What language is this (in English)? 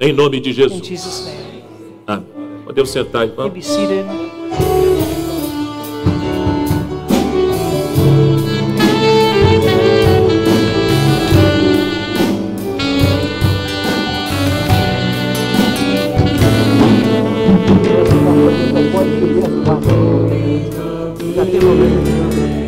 Portuguese